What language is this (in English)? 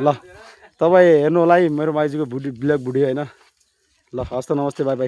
Nepali